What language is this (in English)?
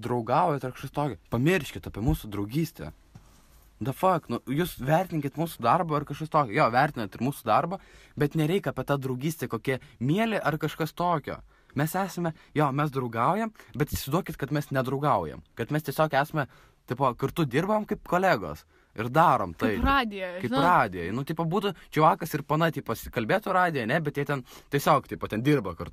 Lithuanian